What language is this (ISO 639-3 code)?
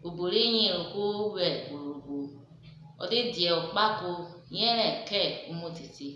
urh